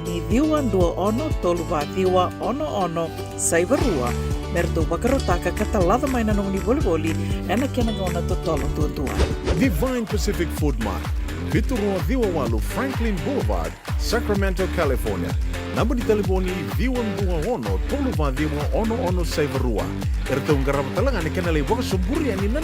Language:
Fijian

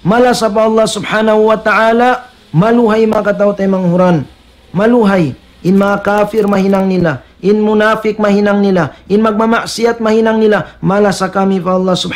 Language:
Tausug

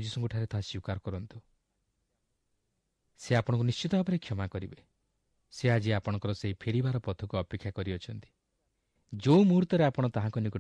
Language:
Odia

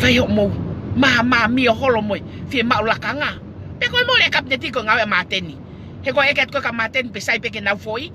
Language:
Tongan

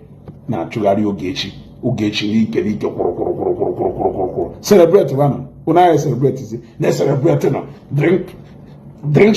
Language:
Igbo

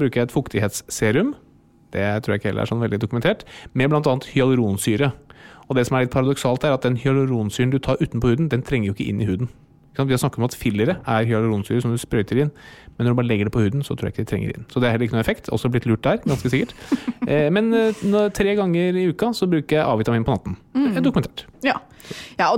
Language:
Norwegian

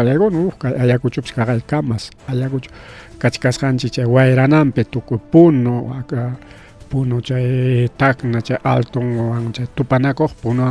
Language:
Ayacucho Quechua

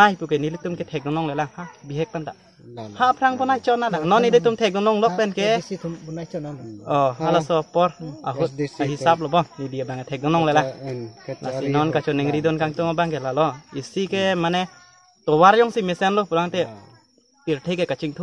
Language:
Karbi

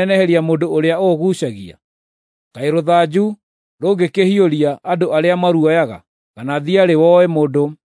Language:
Kikuyu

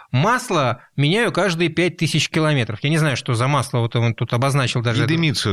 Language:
Russian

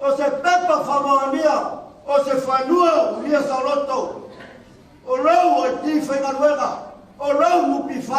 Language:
Samoan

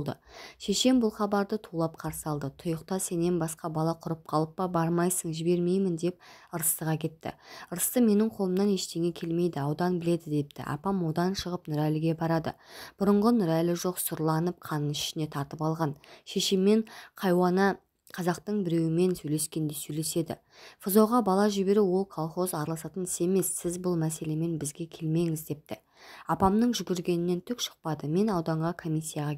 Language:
Kazakh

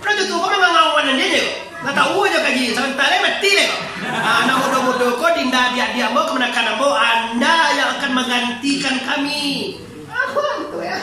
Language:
Minangkabau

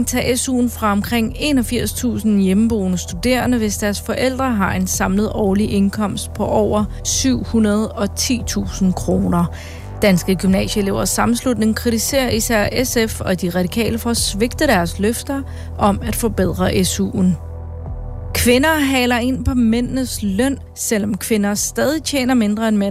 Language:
Danish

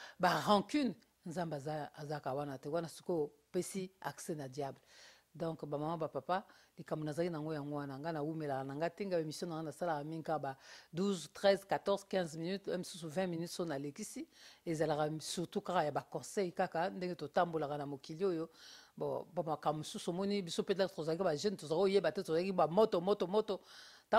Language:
Lingala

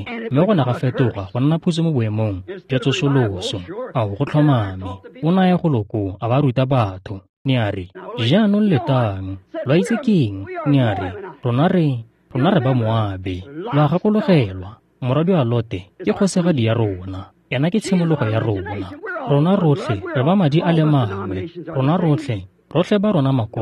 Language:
Tswana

